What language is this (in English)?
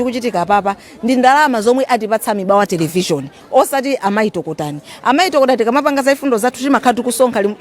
Nyanja